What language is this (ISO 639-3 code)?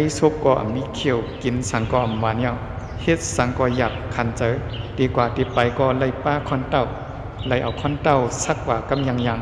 shn